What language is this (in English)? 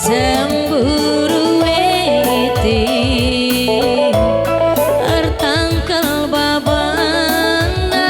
Batak Karo